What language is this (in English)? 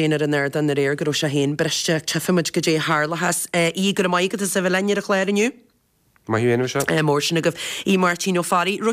Irish